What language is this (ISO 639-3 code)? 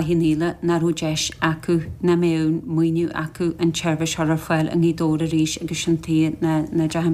gle